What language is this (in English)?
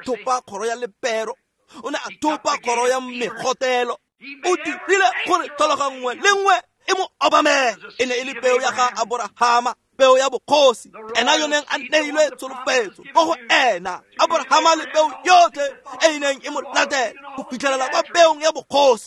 Tswana